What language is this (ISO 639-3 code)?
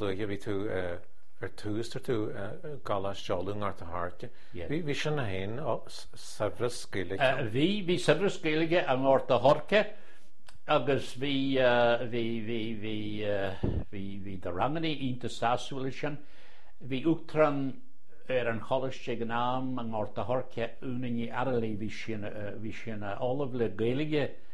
gle